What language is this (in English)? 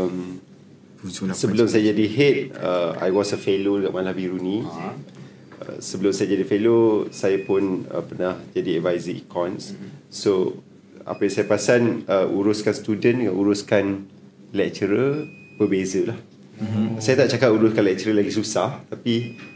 Malay